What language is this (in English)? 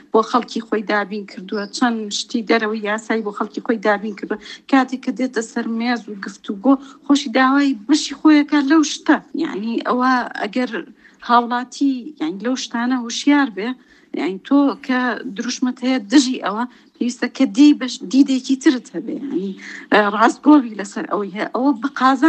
Central Kurdish